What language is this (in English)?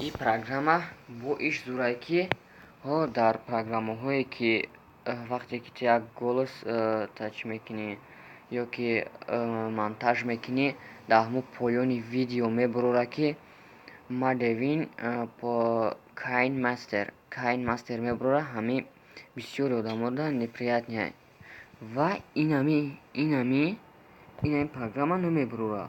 Tajik